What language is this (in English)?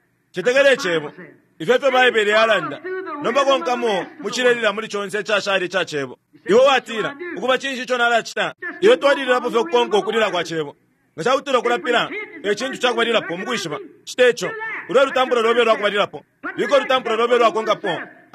Bemba